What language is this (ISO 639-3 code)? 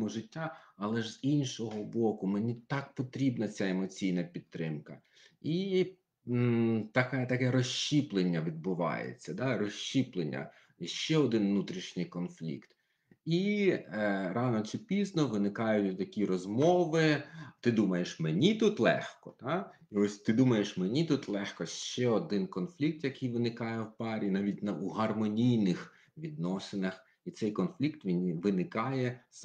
ukr